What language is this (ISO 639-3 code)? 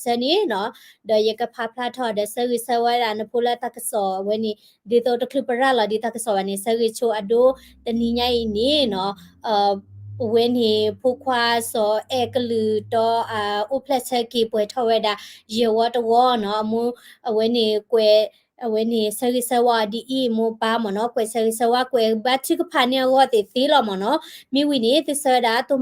ksw